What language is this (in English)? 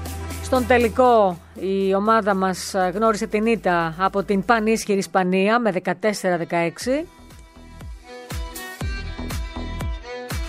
Greek